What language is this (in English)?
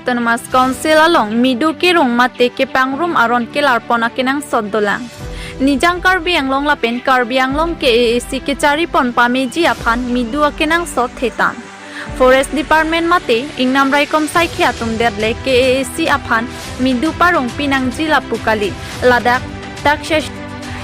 Karbi